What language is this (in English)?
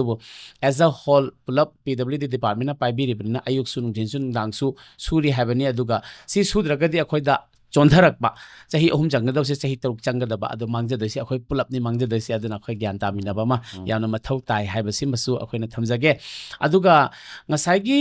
Manipuri